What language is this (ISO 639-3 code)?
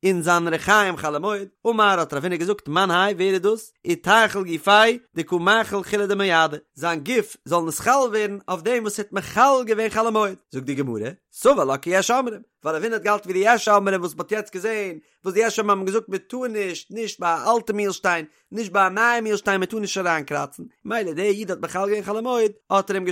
yid